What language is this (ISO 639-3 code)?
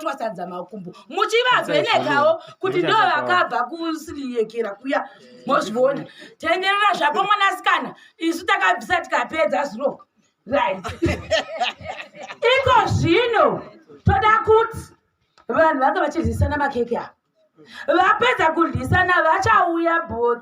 sna